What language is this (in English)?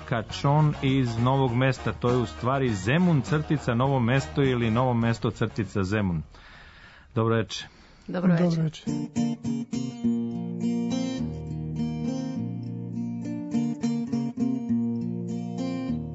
Serbian